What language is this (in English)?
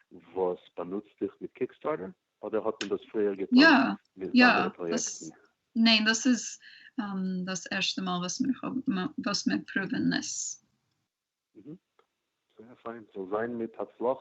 Yiddish